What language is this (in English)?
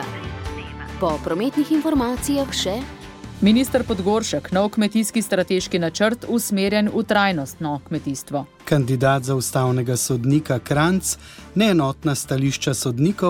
Slovenian